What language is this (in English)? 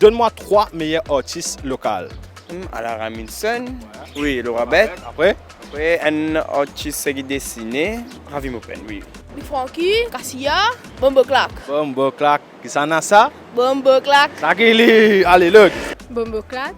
Morisyen